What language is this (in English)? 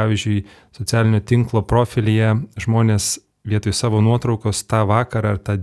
Lithuanian